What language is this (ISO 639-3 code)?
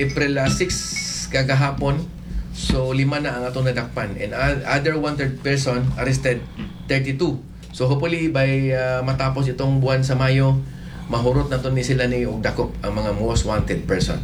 ceb